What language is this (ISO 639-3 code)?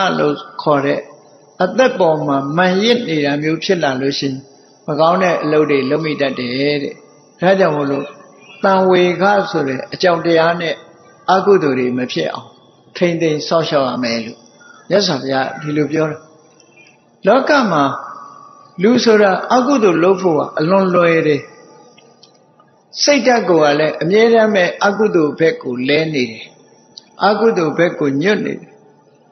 mya